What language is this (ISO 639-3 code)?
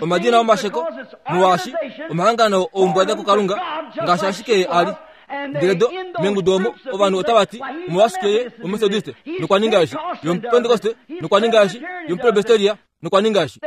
kua